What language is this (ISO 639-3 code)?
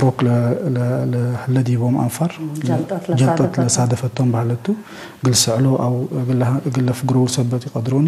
tig